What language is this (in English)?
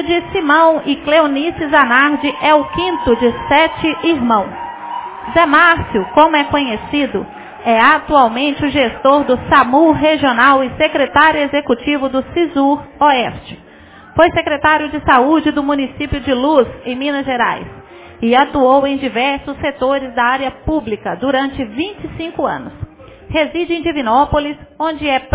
Portuguese